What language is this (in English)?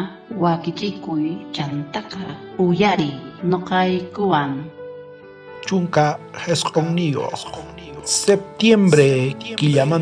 South Bolivian Quechua